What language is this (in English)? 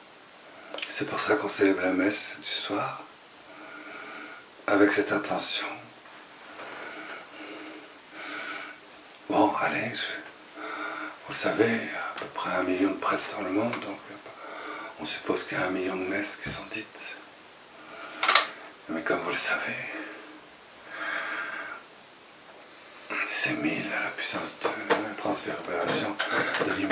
French